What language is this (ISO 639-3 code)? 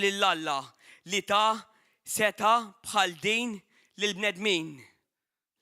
mlt